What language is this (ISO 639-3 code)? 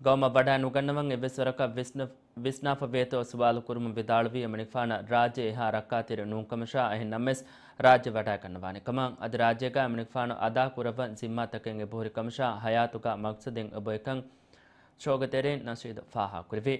div